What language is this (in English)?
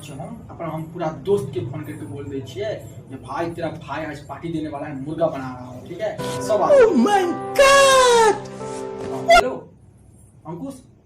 Maithili